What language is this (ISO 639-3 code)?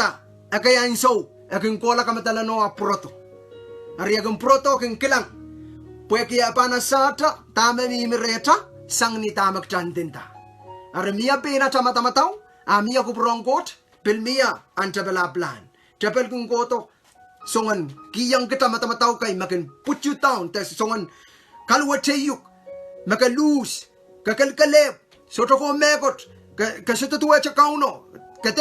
pon